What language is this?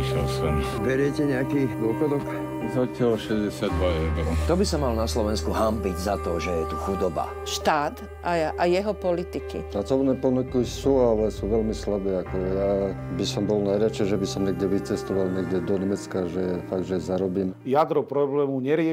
Slovak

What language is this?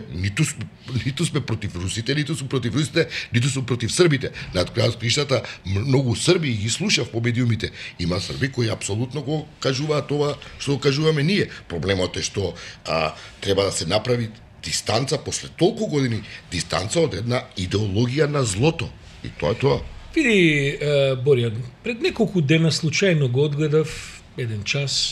Macedonian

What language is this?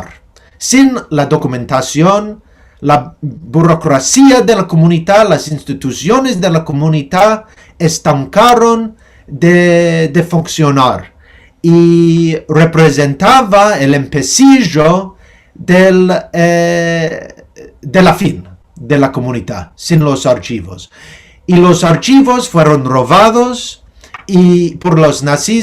Ladino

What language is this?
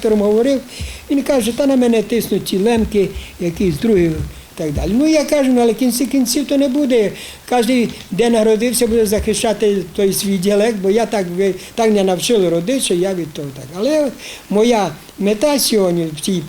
Rusyn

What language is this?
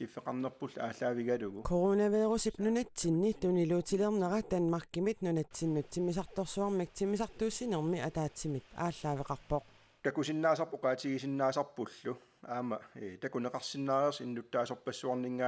Kalaallisut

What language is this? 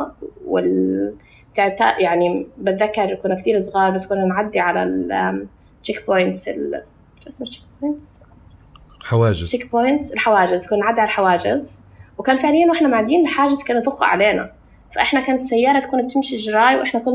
North Levantine Arabic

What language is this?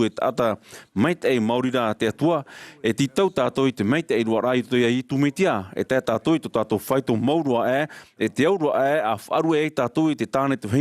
Tahitian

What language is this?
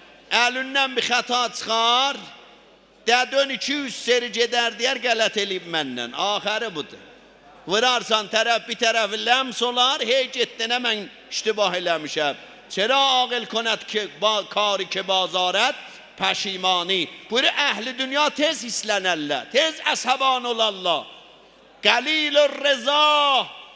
South Azerbaijani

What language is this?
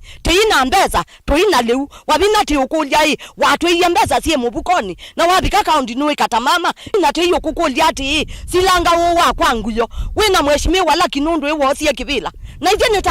Kamba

